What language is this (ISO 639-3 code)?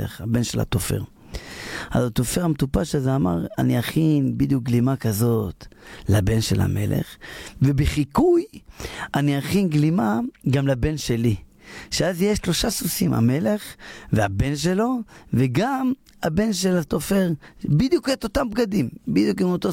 heb